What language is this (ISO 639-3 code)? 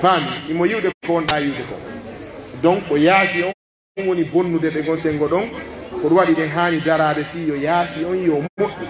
fuf